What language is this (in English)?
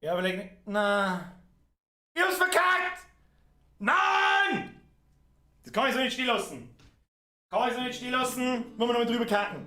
Bavarian